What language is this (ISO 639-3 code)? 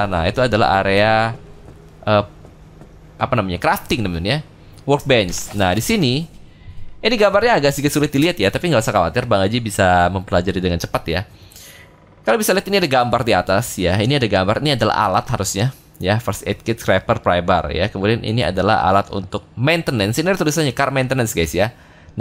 ind